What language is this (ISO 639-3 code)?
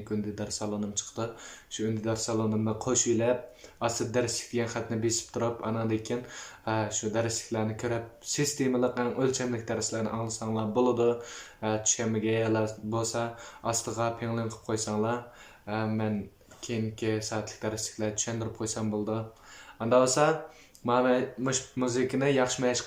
uig